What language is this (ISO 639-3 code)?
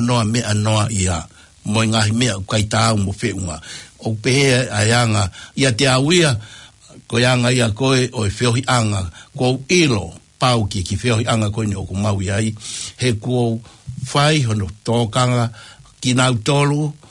ton